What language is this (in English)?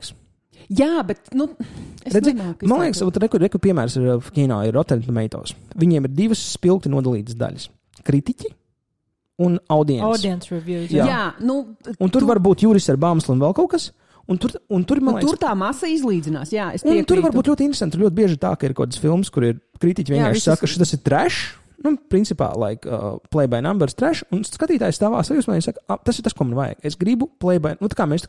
Latvian